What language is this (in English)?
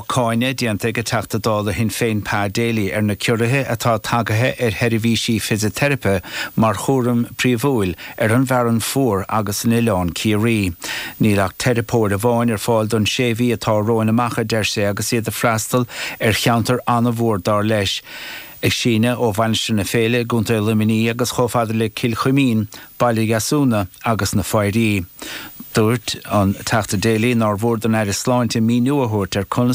Irish